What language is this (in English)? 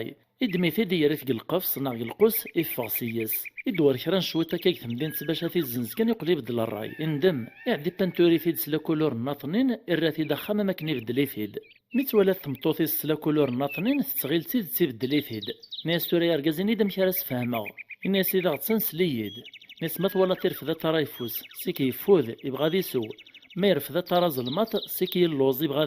Kabyle